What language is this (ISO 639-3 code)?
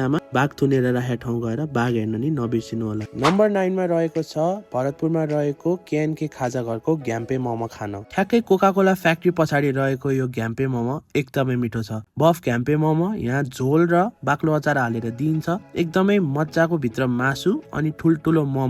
nep